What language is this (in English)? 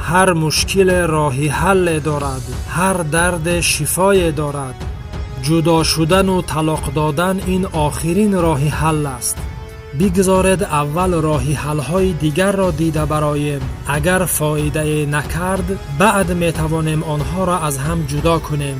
Tajik